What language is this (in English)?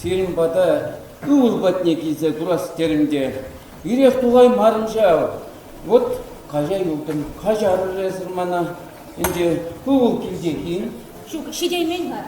Chuvash